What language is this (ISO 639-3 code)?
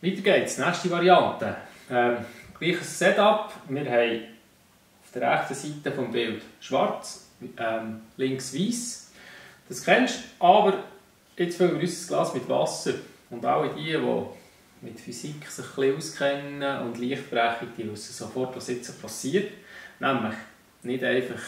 gsw